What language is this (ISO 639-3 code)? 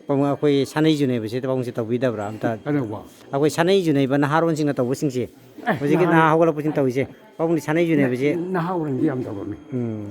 mni